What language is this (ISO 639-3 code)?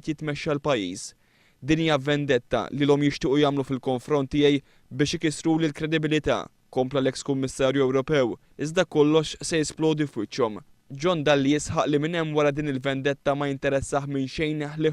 mlt